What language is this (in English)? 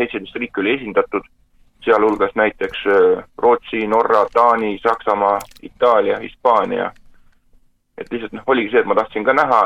Estonian